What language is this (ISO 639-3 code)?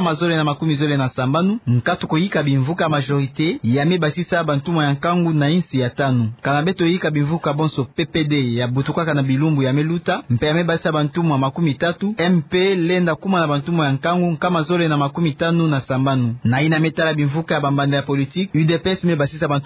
ktu